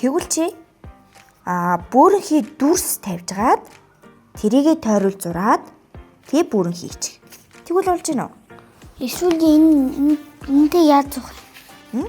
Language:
Mongolian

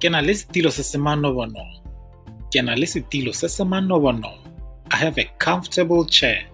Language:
Tswana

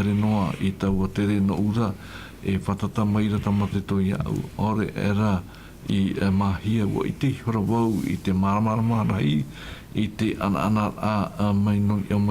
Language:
Tahitian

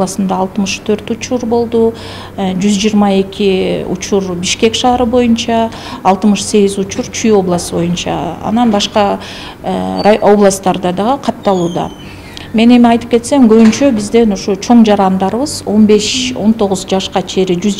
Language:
Kyrgyz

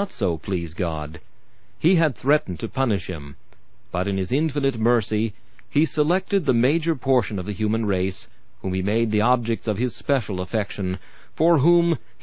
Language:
English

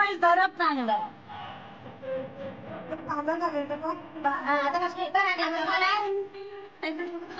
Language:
Marathi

